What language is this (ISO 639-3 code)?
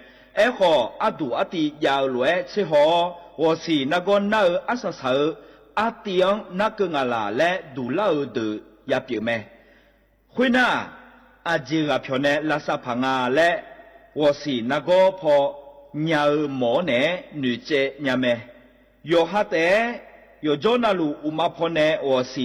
ahk